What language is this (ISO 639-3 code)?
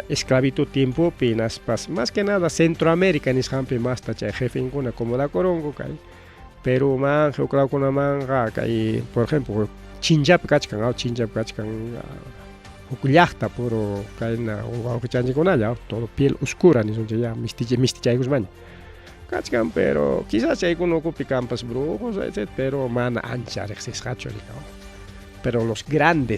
quy